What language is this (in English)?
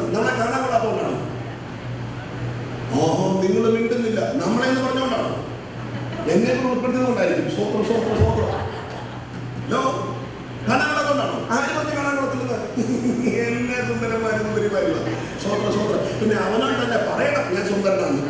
Malayalam